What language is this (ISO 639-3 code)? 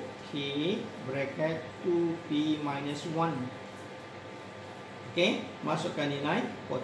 msa